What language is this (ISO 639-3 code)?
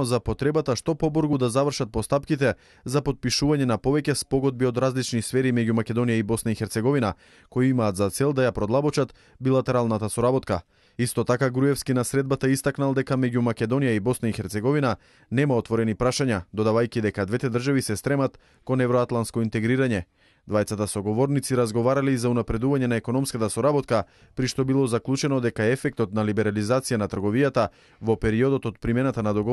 mkd